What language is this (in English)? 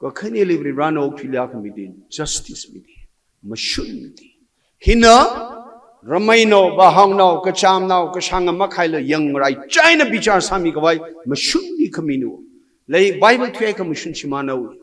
Tangkhul Naga (India)